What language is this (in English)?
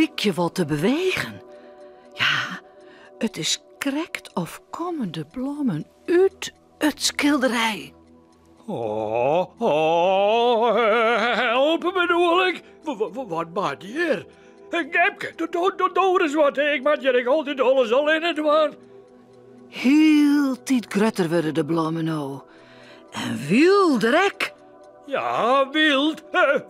Western Frisian